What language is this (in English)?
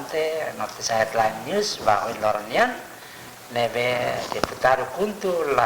Tetum